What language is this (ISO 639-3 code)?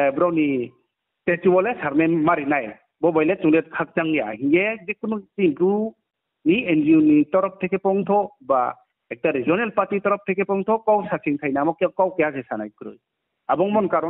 ria